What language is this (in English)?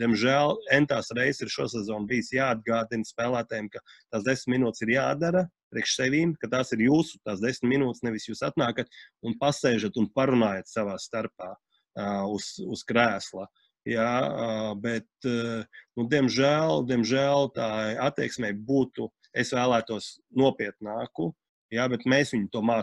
Latvian